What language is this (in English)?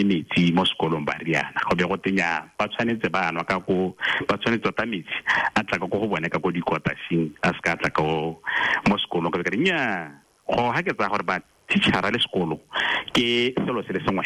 Tswana